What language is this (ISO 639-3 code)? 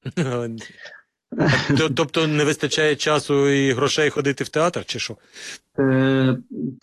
ukr